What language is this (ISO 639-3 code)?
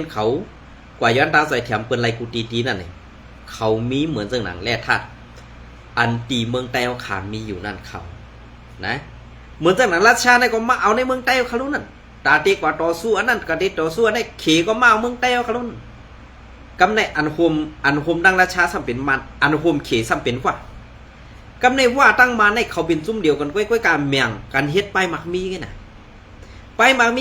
shn